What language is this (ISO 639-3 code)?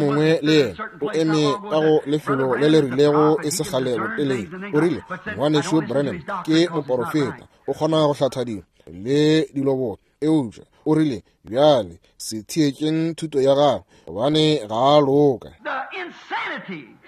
nso